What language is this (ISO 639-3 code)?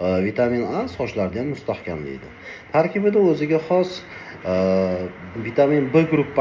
uzb